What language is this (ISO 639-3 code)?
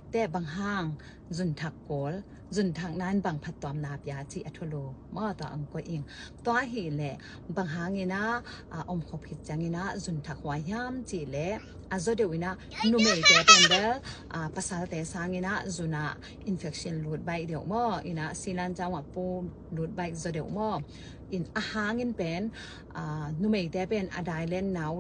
ctd